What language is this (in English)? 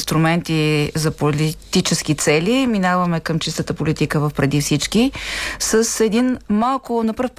Bulgarian